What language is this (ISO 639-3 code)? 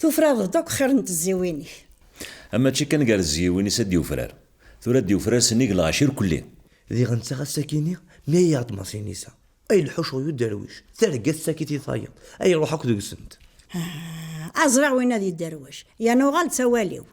kab